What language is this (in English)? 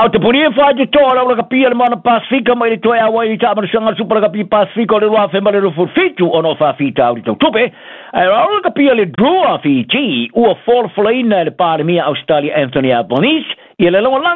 Samoan